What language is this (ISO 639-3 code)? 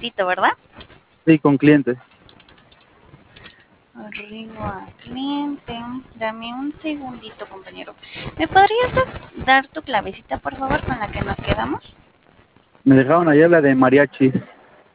spa